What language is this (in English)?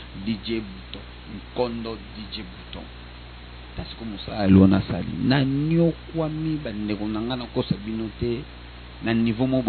Lingala